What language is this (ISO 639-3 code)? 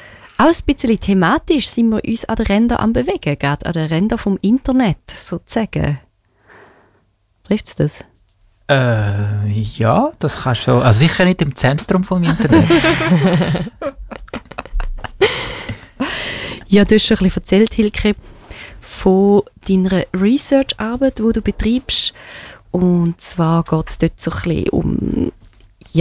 deu